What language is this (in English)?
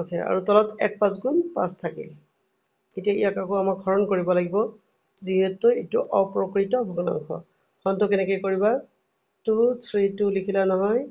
Assamese